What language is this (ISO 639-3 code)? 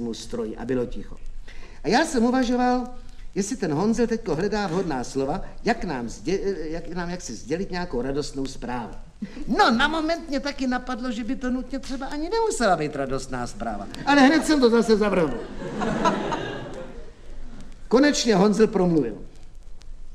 ces